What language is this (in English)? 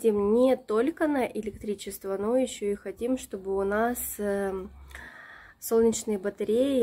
Russian